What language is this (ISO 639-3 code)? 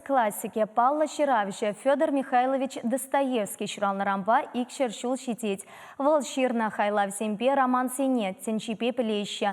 chv